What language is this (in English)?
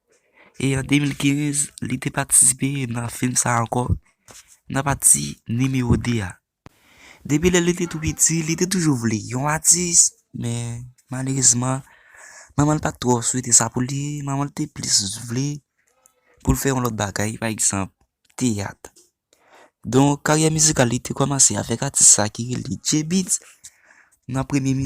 Haitian Creole